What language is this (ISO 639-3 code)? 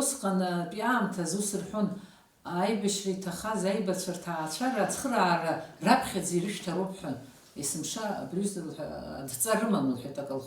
abk